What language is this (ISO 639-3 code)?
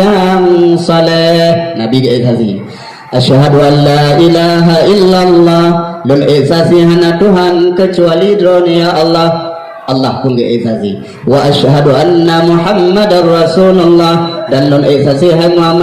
ace